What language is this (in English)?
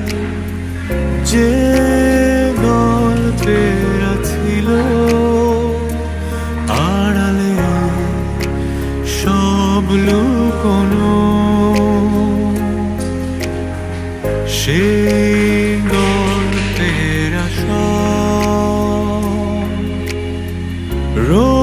Bangla